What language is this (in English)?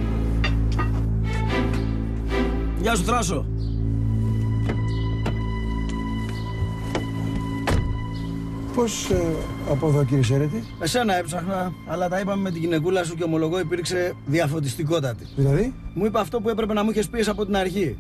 Greek